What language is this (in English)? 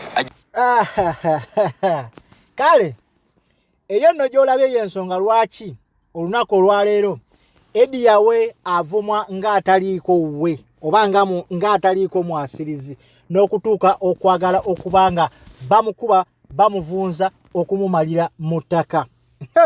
Ganda